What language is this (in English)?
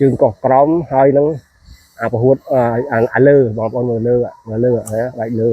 Khmer